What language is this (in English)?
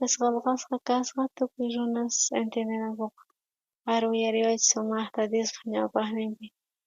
South Bolivian Quechua